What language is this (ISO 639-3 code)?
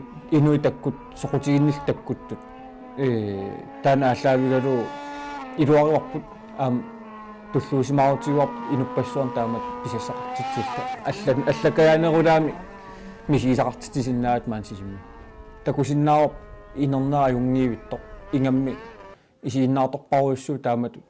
kal